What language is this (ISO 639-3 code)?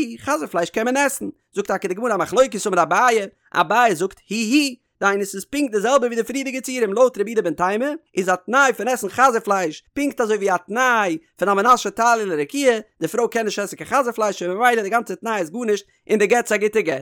yid